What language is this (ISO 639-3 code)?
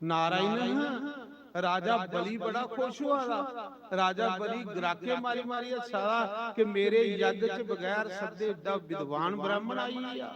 doi